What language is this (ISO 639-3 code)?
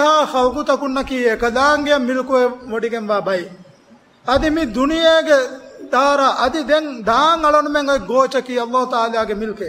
div